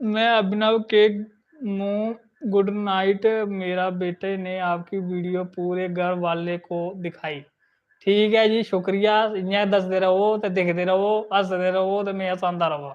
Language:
Dogri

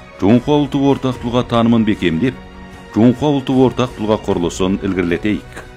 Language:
Kazakh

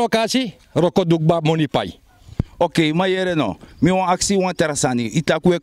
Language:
Sranan Tongo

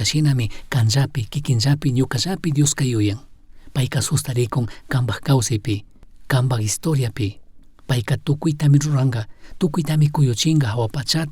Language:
Chimborazo Highland Quichua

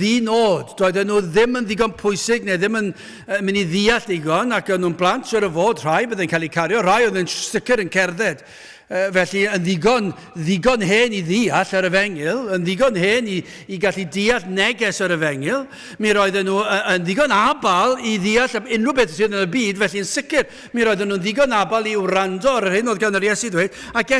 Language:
Welsh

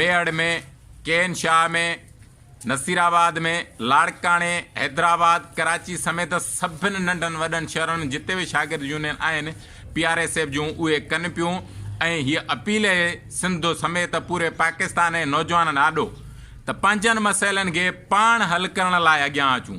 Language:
Sindhi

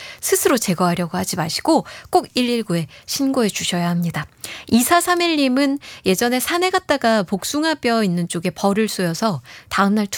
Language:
Korean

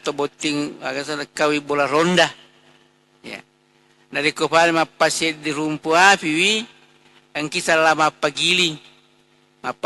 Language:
Buginese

